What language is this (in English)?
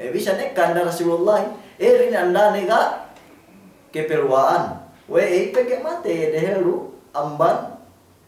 Yakan